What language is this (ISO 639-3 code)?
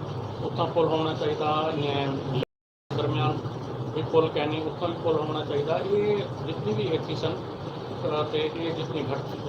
skr